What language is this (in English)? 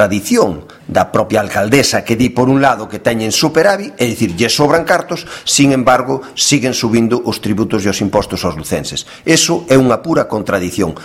Galician